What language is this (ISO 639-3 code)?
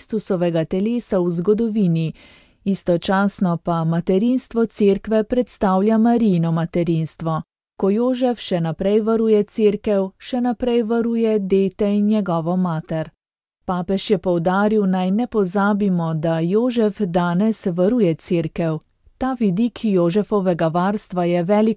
slv